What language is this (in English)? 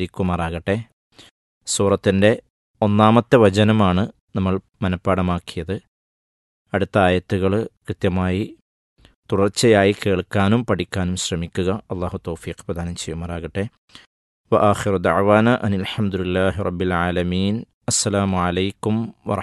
Malayalam